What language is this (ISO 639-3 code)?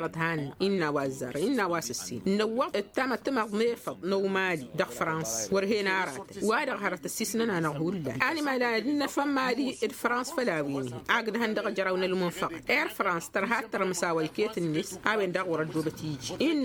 taq